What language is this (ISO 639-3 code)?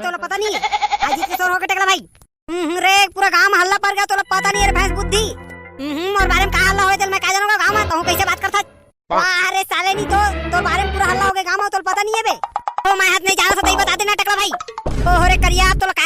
hne